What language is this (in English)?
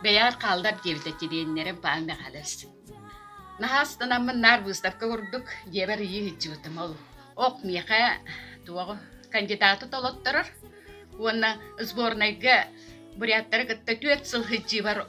Yakut